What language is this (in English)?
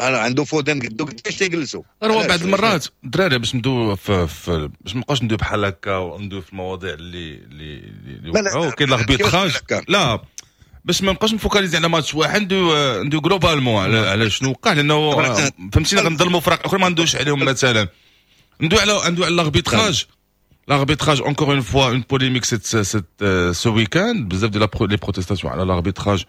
Moroccan Arabic